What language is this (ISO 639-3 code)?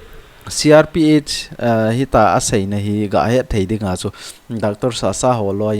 tcz